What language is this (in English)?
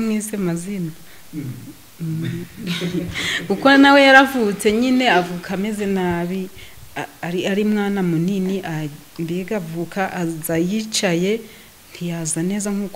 Kinyarwanda